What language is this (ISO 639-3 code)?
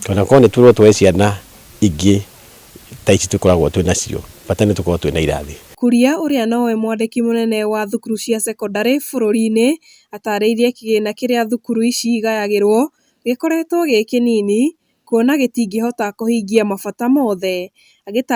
kik